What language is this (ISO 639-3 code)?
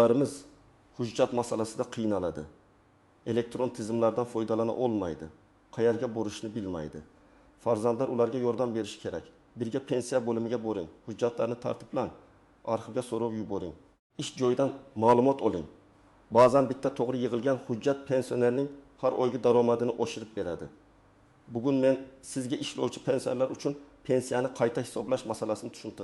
uzb